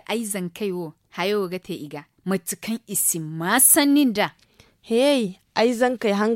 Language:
Zarma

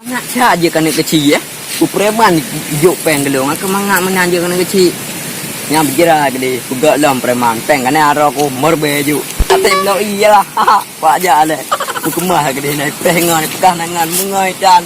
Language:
Achinese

